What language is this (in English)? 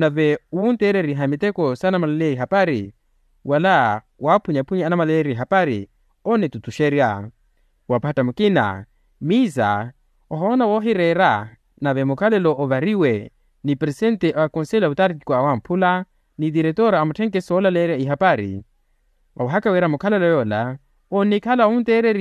Makhuwa